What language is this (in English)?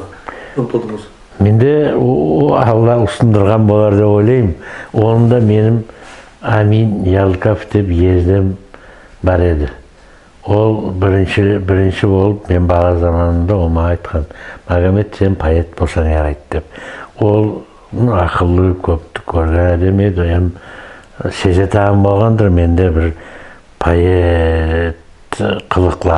Nogai